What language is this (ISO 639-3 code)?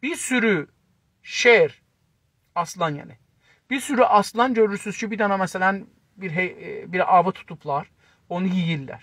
azb